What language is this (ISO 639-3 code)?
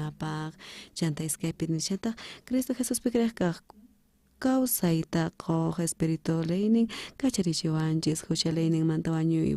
quh